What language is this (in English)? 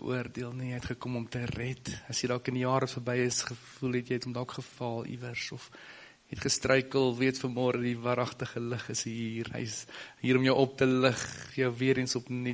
Afrikaans